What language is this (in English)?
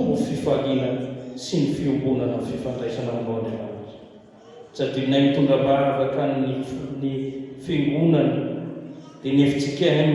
Malagasy